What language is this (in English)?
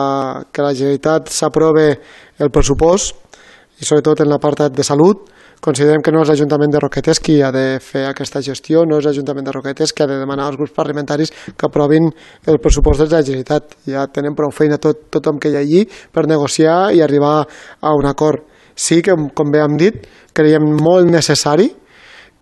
Catalan